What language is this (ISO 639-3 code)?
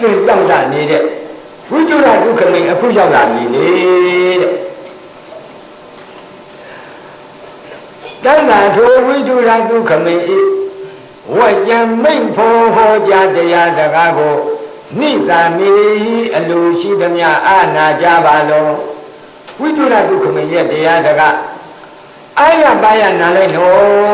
mya